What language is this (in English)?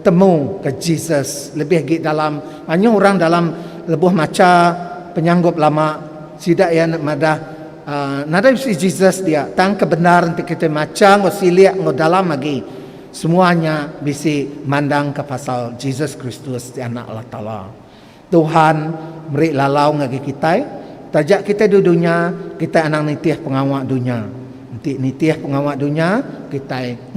Iban